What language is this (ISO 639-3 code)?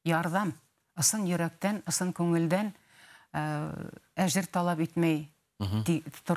bak